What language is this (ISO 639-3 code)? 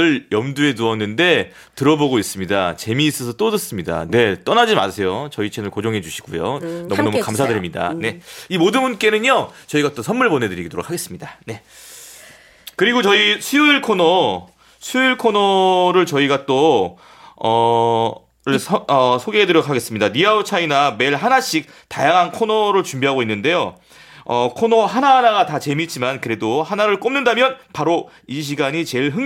kor